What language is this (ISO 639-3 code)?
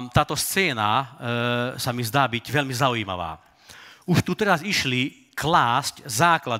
slk